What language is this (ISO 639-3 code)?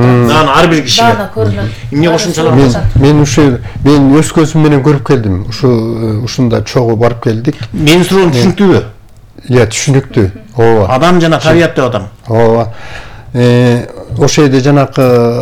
kir